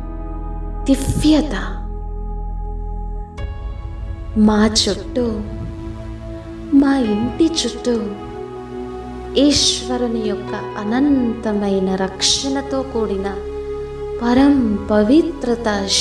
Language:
Telugu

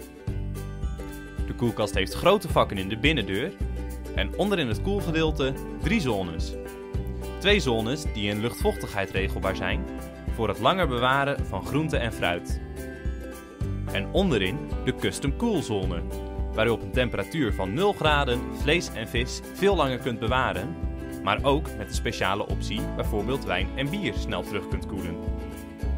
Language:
Dutch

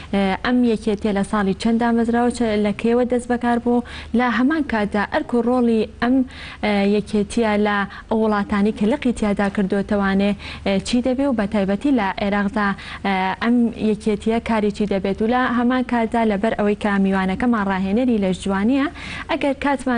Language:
Central Kurdish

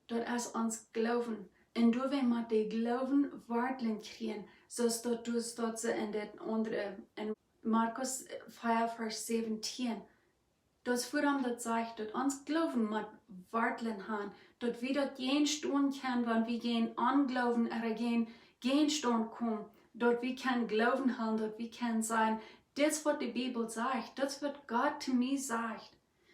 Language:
Plautdietsch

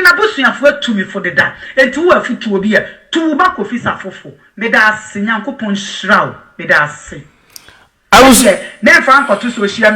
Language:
Akan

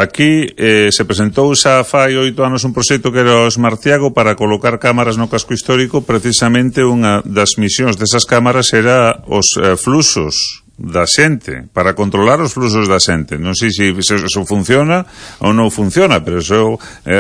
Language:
Galician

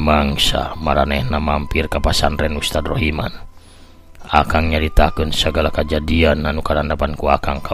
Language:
Sundanese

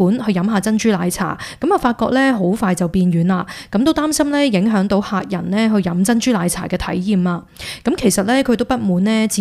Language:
Cantonese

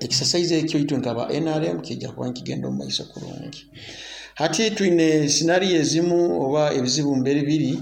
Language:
Nyoro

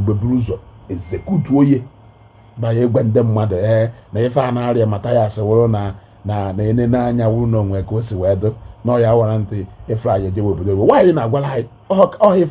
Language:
Igbo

